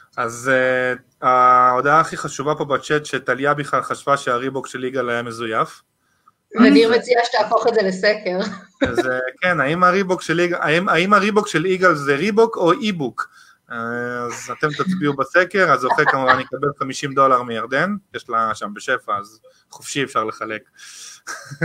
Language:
Hebrew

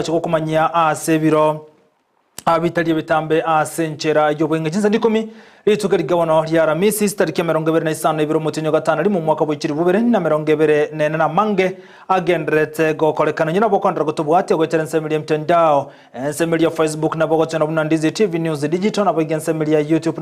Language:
Gusii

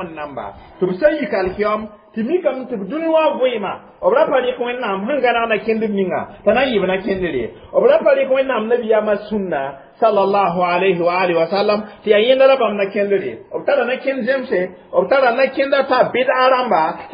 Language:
Mossi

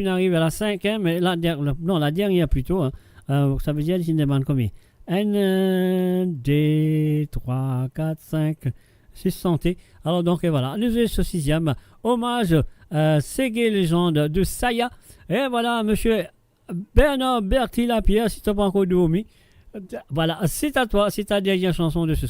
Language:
Morisyen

